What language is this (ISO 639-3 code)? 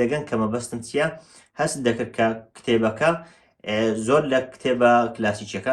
ckb